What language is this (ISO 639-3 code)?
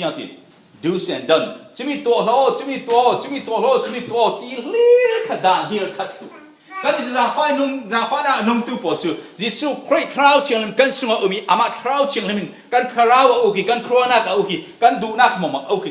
cfm